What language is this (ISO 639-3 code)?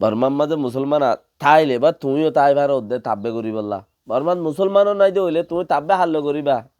rhg